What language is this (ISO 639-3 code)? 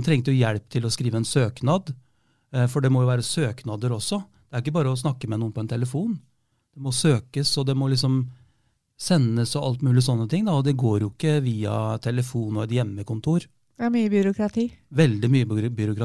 nor